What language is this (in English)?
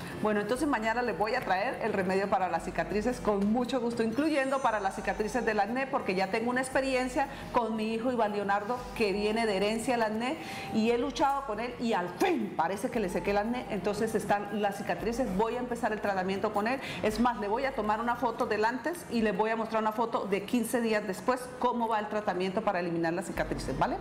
Spanish